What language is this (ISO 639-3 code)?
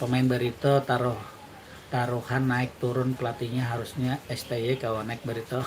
bjn